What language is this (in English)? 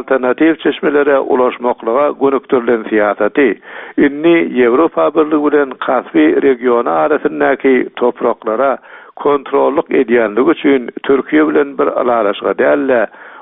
Turkmen